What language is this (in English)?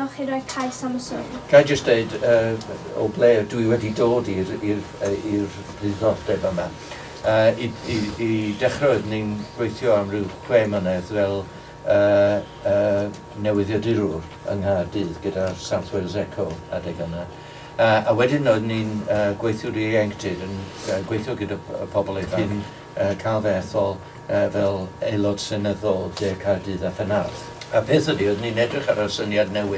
Welsh